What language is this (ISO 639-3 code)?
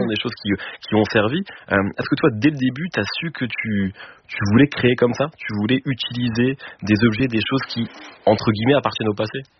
fra